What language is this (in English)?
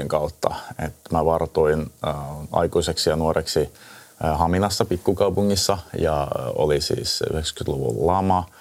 Finnish